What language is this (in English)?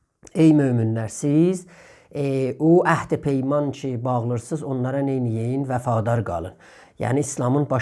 South Azerbaijani